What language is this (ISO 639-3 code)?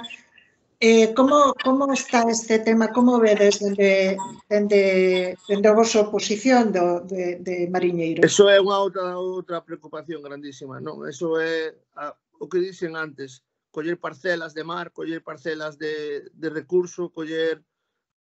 glg